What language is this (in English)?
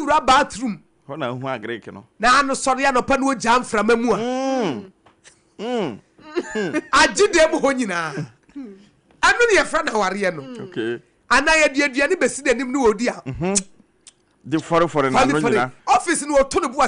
Akan